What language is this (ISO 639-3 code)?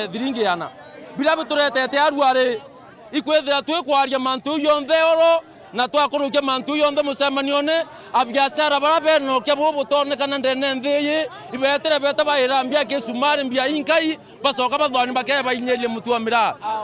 mer